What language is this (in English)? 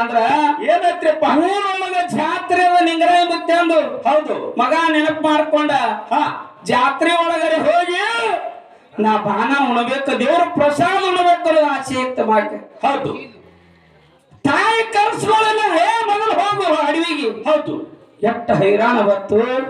Kannada